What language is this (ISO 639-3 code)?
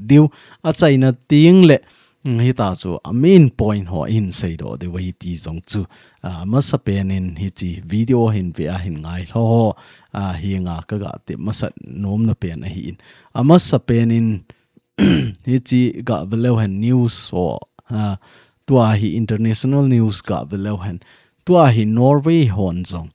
tcz